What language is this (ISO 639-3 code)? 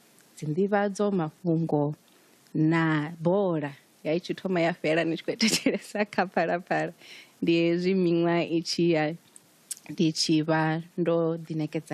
ven